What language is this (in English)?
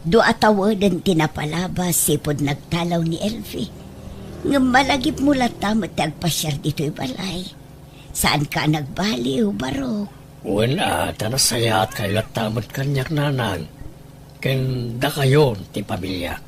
Iloko